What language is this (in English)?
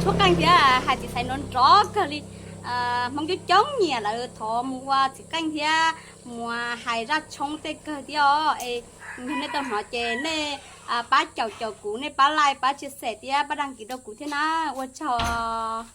Hmong